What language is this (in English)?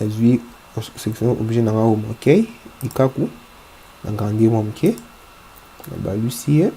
Lingala